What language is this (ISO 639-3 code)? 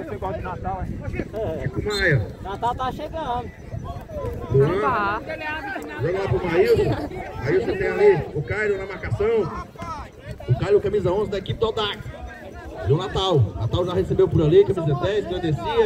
por